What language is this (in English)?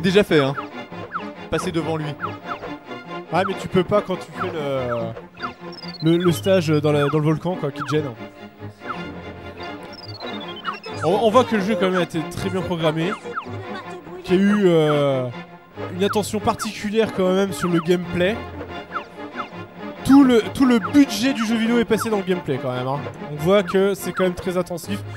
French